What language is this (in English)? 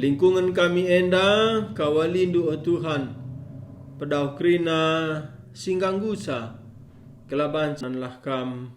Batak Karo